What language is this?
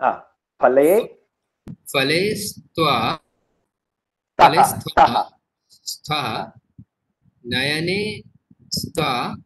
Sanskrit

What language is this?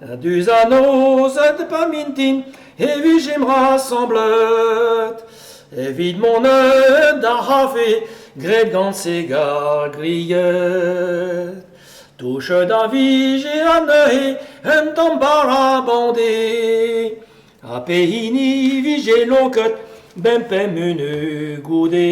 Breton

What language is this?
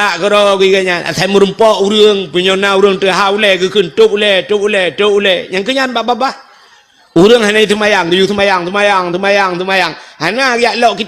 Achinese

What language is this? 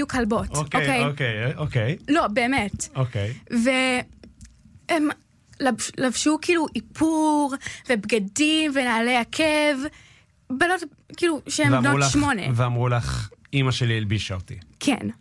Hebrew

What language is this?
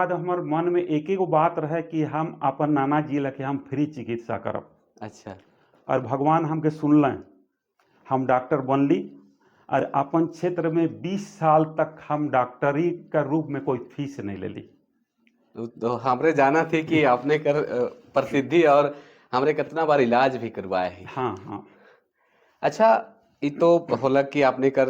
Sadri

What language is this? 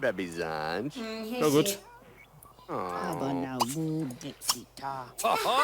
Bavarian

